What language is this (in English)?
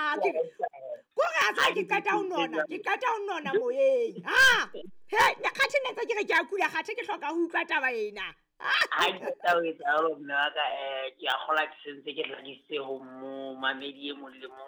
Southern Sotho